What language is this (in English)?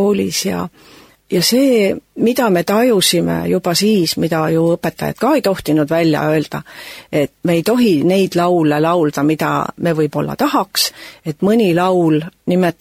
Estonian